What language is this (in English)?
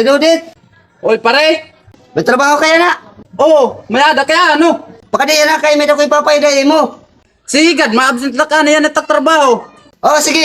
Waray